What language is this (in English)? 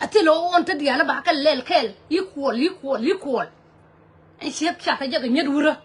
Nuer